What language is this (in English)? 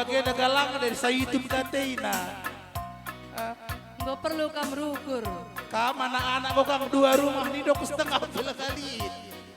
Batak Karo